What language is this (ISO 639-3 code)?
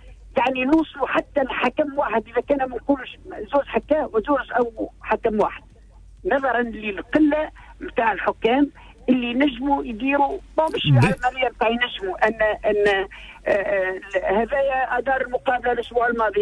aeb